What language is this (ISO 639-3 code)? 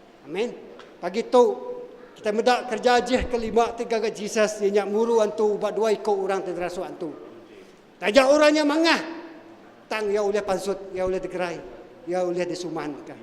iba